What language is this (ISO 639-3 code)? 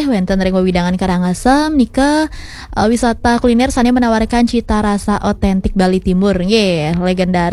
ban